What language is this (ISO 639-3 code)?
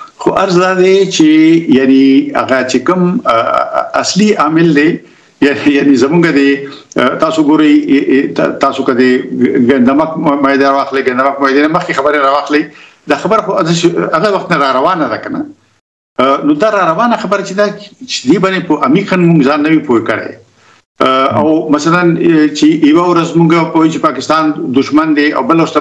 pus